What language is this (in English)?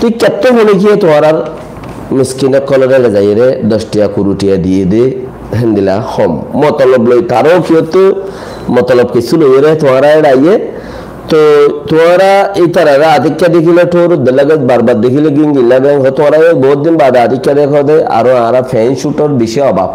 Rohingya